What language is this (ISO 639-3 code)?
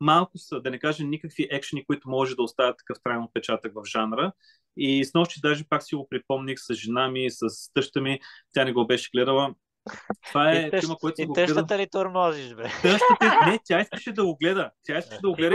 bul